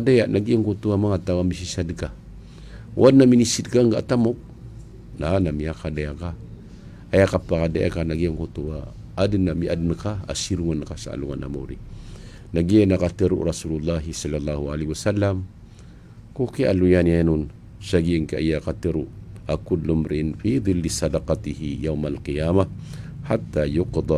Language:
Maranao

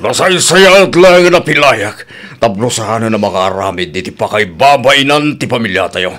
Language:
Iloko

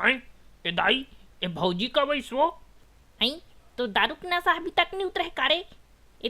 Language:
Chhattisgarhi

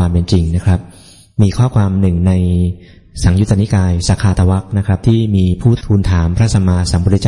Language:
Thai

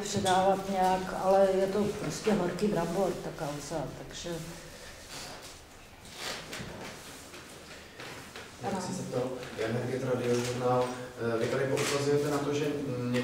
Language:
Czech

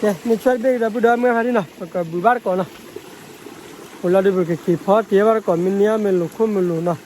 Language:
S'gaw Karen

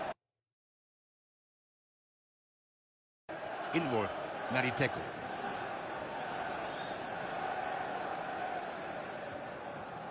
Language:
Dutch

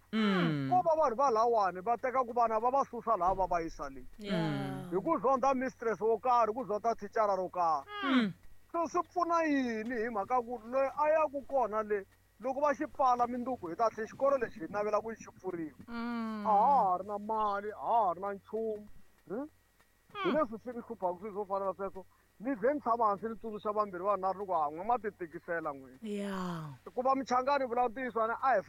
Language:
Tsonga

